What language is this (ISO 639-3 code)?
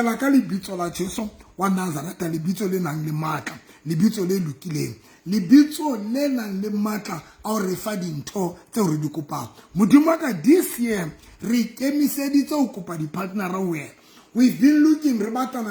sot